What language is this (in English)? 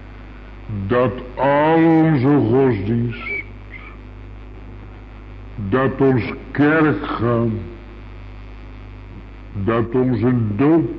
Dutch